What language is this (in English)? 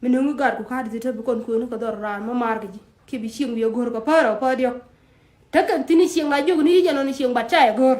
Nuer